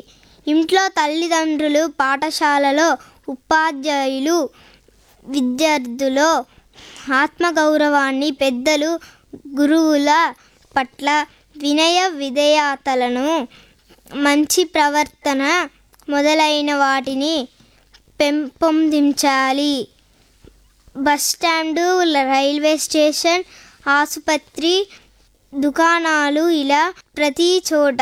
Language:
Telugu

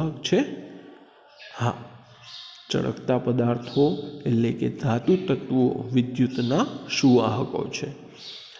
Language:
Gujarati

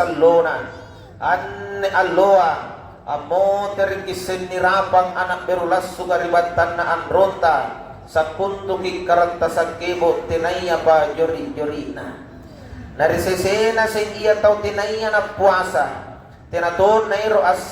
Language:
Makasar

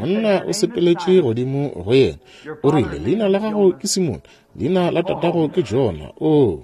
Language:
Northern Sotho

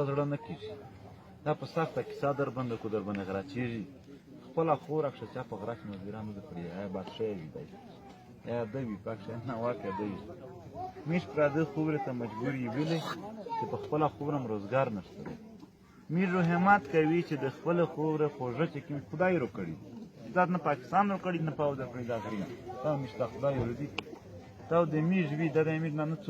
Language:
Pashto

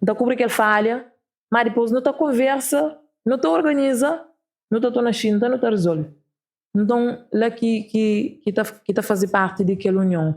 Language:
Kabuverdianu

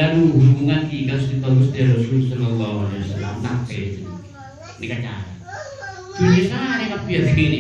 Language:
Madurese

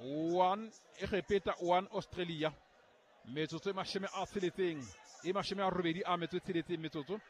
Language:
Southern Sotho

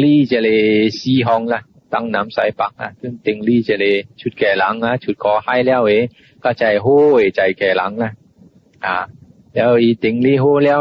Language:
Min Nan Chinese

